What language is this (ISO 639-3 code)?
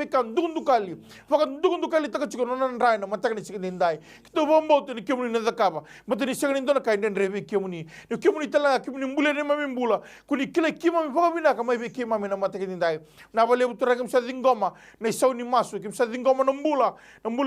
fij